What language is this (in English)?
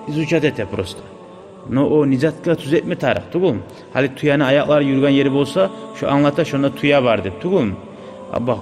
Kumyk